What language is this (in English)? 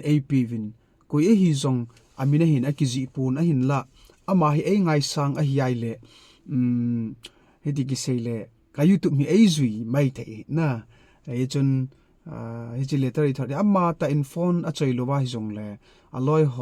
Thado Chin